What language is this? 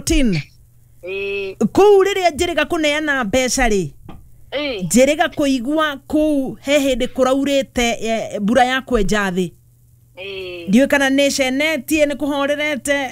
Kikuyu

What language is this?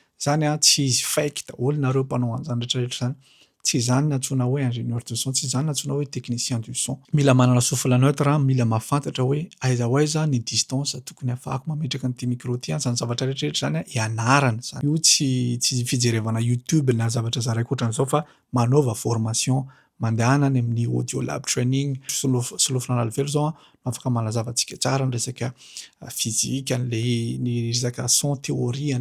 Malagasy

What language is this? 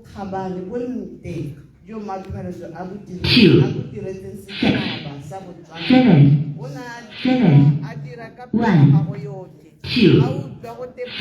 Tswana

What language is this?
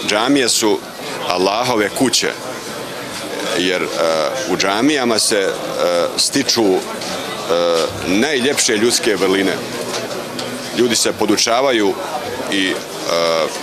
Bosnian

